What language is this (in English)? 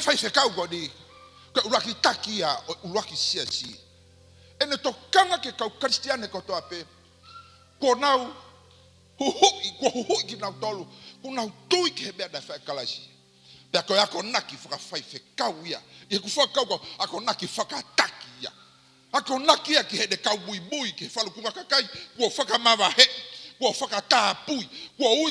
Tongan